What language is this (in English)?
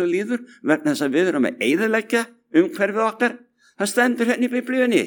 Icelandic